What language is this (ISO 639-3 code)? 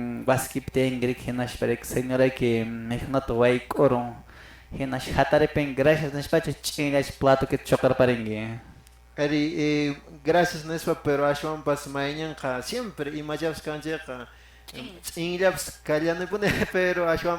que